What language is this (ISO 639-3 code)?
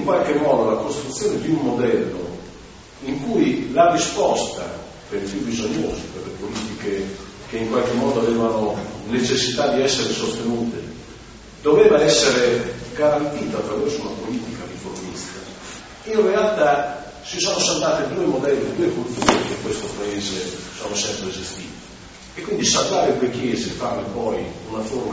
ita